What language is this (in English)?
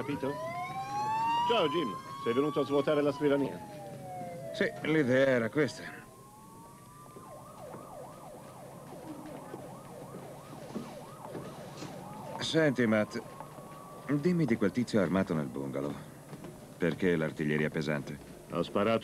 Italian